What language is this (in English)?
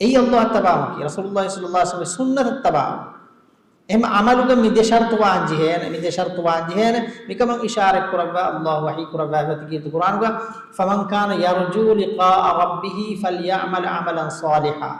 Divehi